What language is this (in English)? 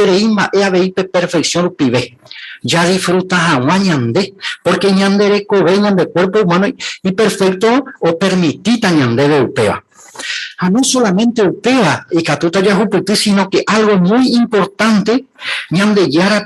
Guarani